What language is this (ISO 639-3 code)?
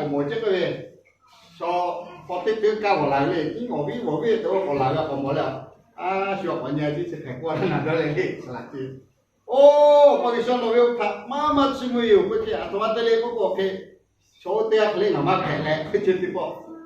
lhu